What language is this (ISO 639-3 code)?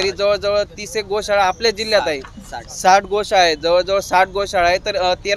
mar